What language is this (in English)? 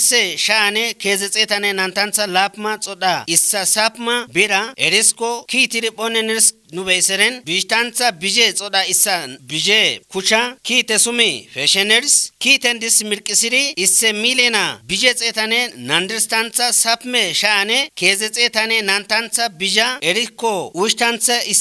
Kafa